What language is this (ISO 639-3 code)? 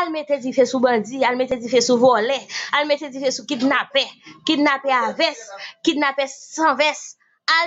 hat